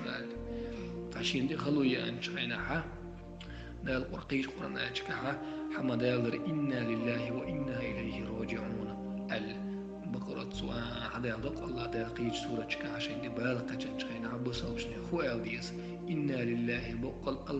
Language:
Chechen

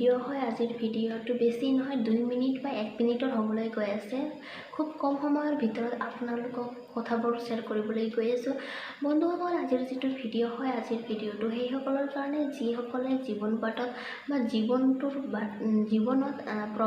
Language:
Assamese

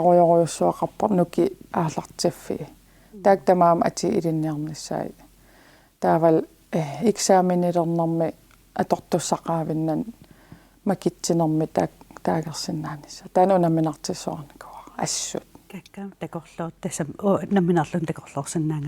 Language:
Kalaallisut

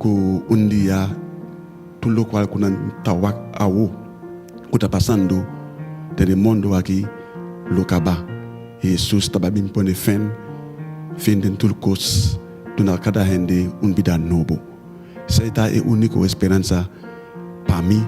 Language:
Papiamento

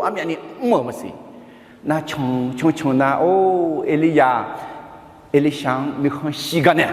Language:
Akha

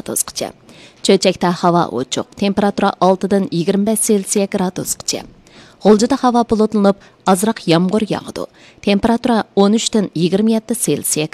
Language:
Uyghur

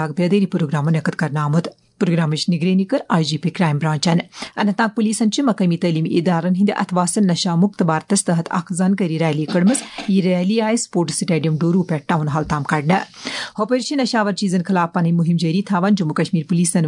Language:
Kashmiri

